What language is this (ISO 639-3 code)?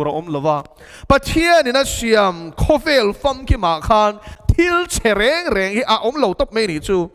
lus